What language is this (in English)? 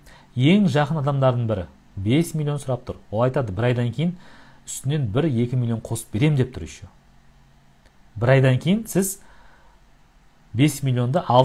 Kazakh